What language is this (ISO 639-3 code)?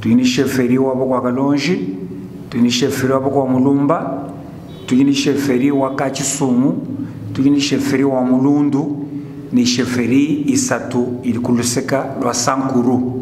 lua